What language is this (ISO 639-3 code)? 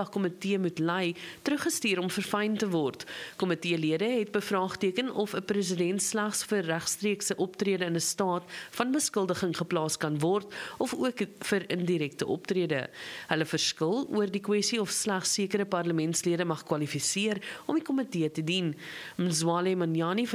afr